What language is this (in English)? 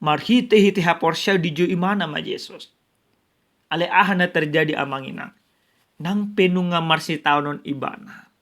Batak Toba